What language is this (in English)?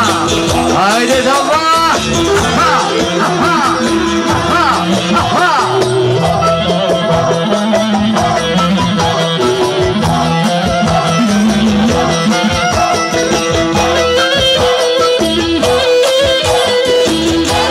Turkish